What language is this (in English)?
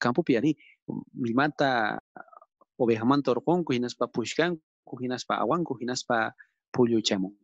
South Bolivian Quechua